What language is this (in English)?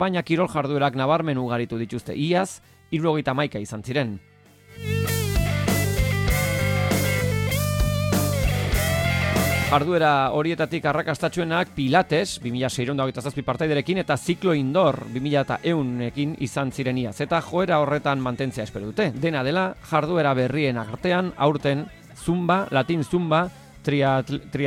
Basque